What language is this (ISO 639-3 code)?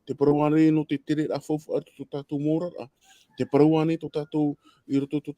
tah